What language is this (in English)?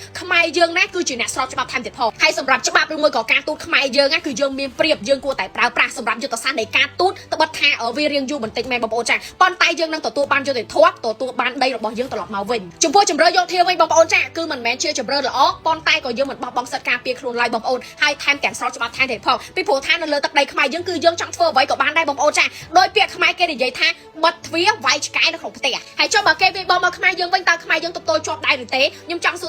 Khmer